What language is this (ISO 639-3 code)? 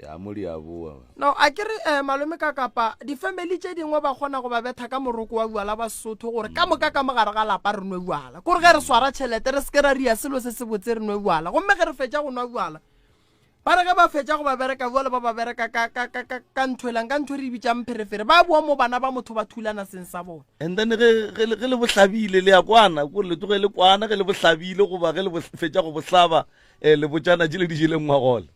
nso